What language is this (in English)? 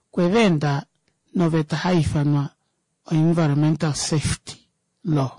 Kuanyama